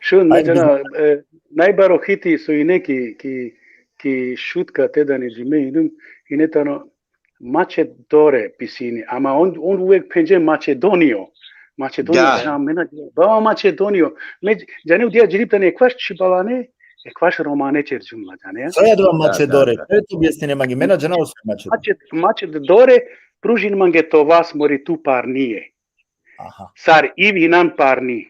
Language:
Balkan Romani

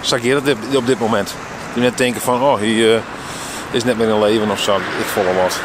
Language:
Western Frisian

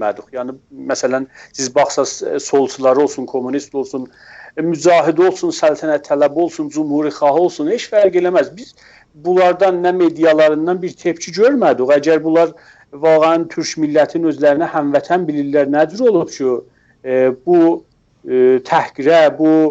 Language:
South Azerbaijani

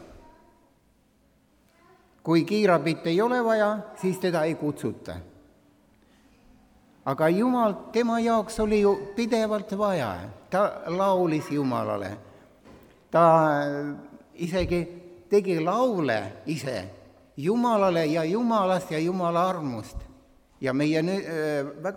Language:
Estonian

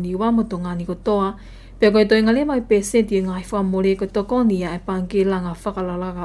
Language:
Tongan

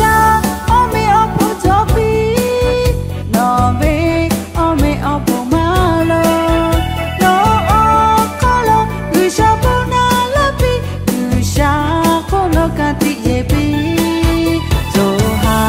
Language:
Lahu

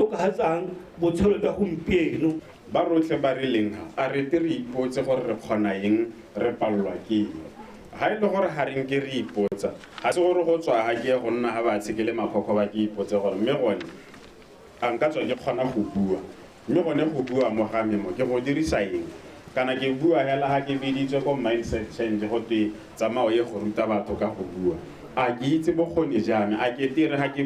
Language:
Tswana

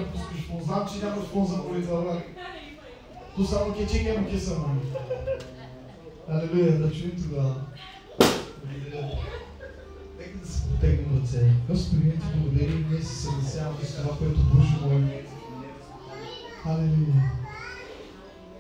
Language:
Bulgarian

